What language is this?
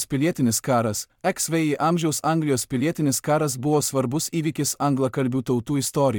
Lithuanian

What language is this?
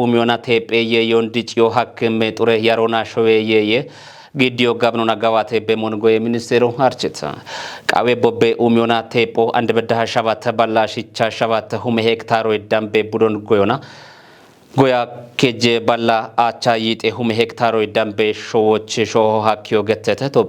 Kafa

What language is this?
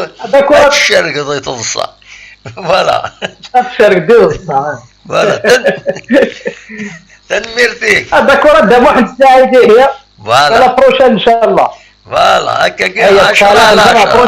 Kabyle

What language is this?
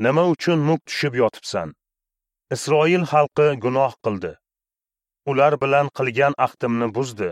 Uzbek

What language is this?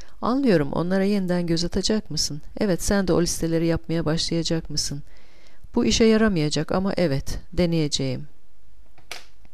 Turkish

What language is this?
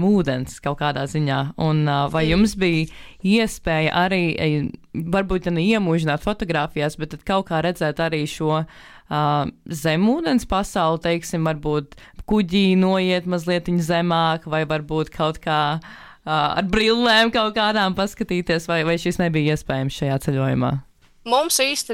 Latvian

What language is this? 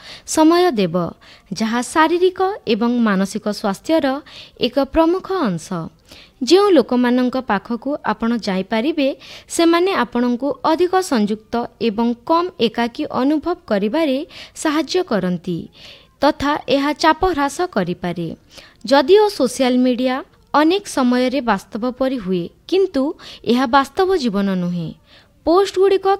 Odia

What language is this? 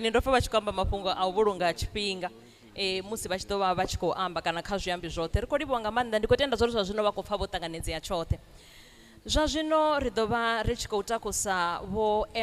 Venda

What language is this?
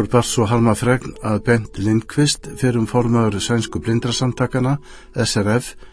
Icelandic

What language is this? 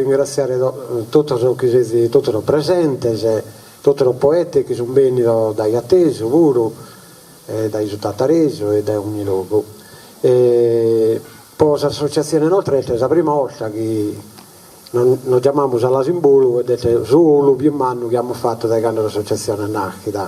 Sardinian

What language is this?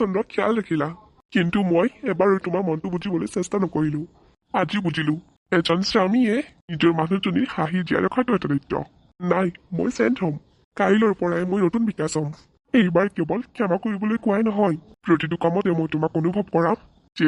Assamese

